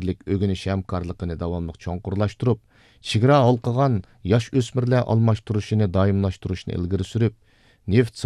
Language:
Uyghur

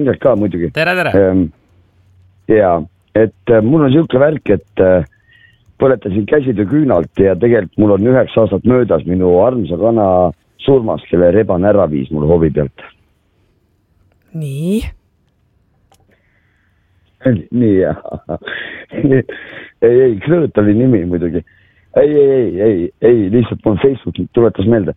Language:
Estonian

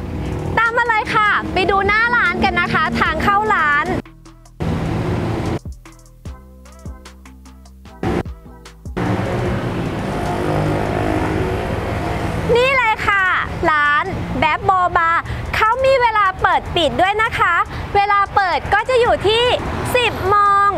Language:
Thai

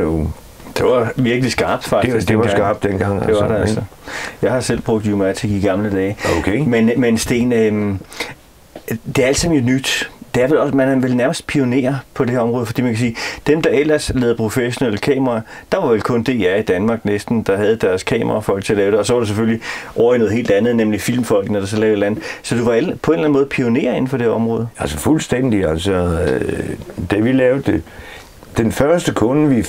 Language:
Danish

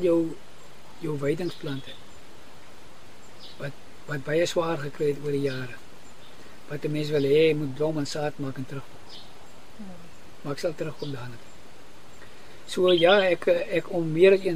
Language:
Afrikaans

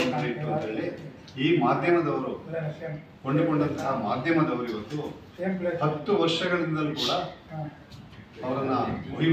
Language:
Kannada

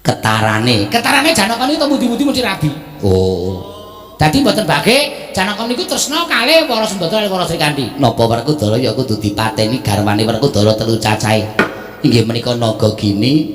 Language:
Javanese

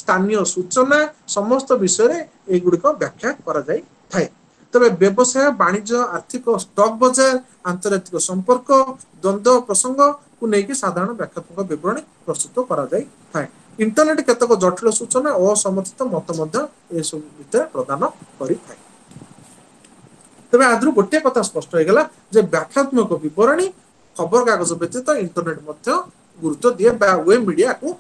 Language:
Odia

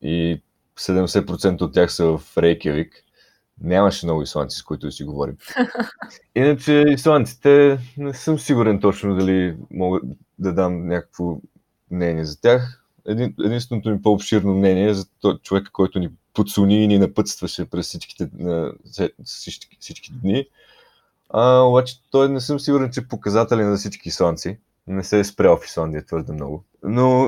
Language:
Bulgarian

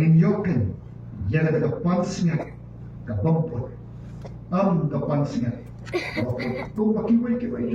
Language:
Khasi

